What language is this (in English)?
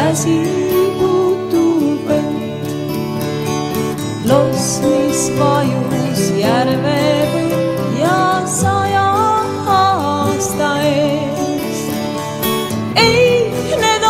Estonian